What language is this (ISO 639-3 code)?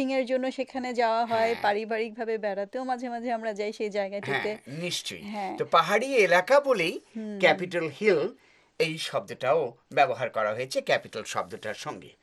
ben